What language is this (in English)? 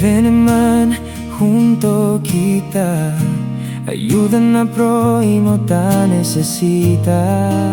Chavacano